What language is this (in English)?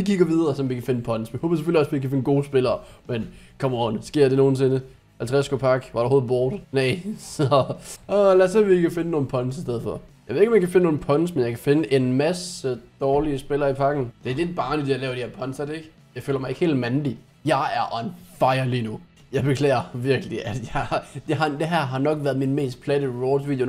Danish